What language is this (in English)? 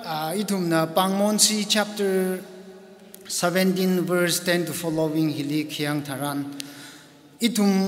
Tangkhul Naga (India)